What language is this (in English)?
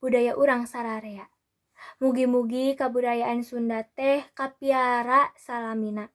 Sundanese